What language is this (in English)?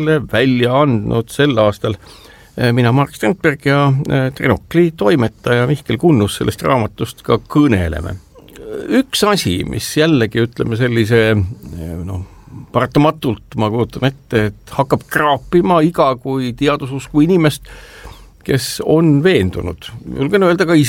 Estonian